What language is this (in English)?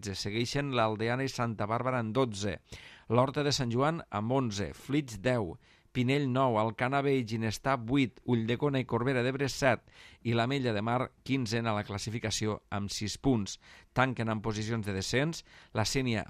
Catalan